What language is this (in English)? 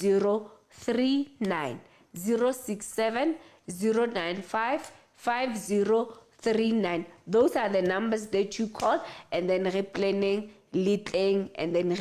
Southern Sotho